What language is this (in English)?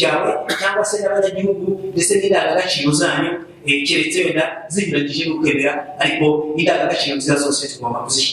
Kinyarwanda